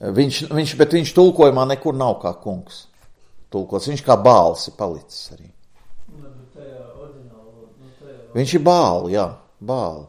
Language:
Latvian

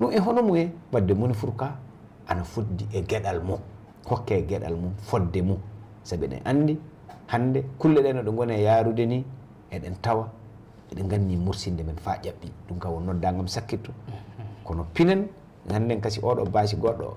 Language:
Fula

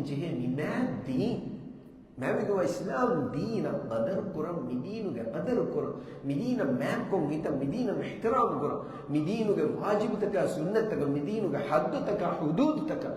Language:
Divehi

